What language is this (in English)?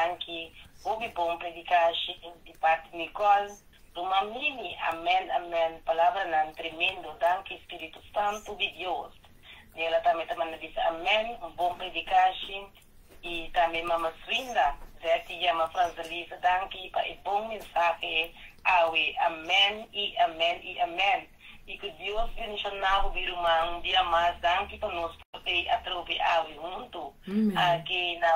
Papiamento